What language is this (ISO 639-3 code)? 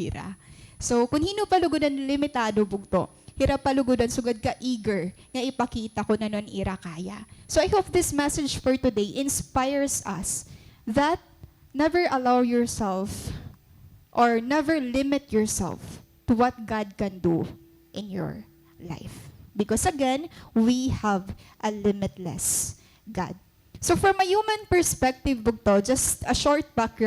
war